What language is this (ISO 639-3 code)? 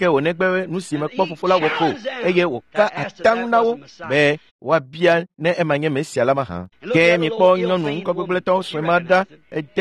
ewe